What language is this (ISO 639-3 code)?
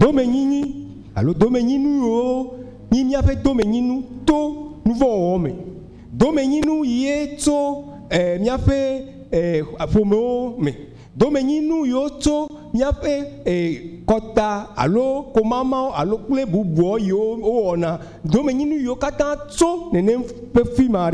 ewe